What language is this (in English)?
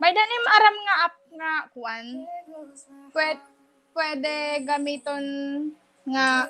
Waray